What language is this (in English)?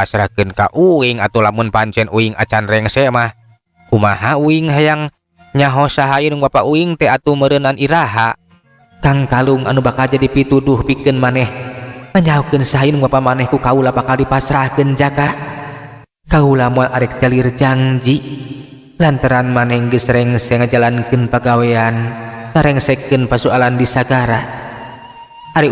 Sundanese